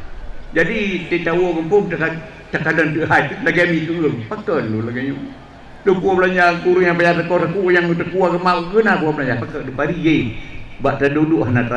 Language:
Achinese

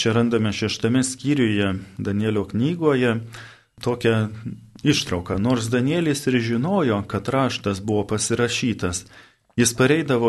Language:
Lithuanian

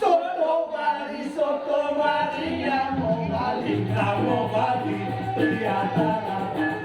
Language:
Balinese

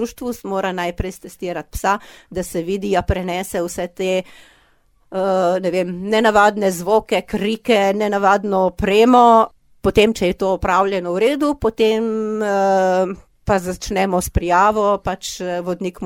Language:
Slovenian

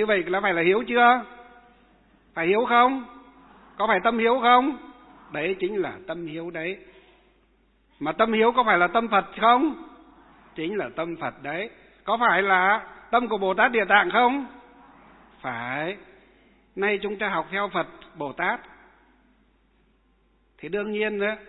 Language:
Vietnamese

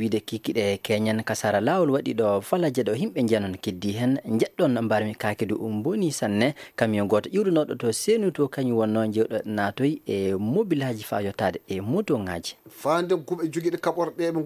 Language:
Maasina Fulfulde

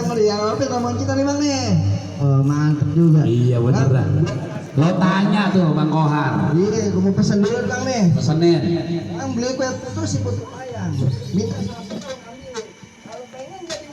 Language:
Betawi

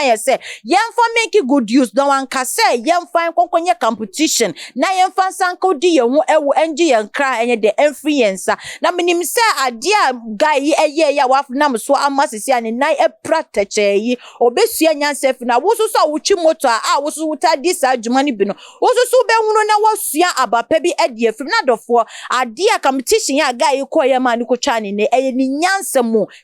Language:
Akan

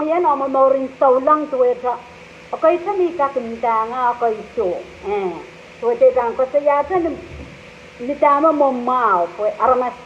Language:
Pohnpeian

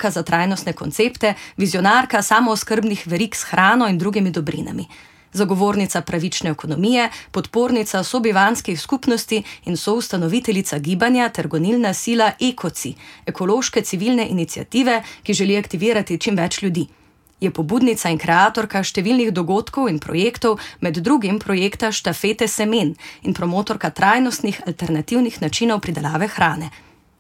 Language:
Slovenian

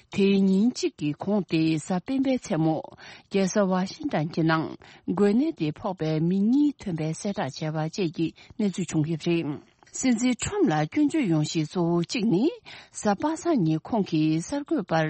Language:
Tibetan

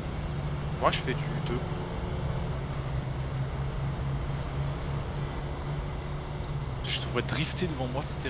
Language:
French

